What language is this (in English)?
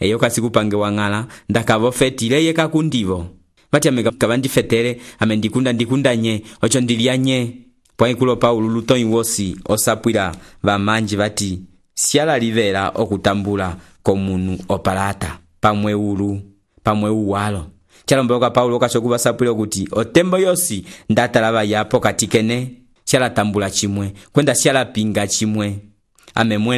Umbundu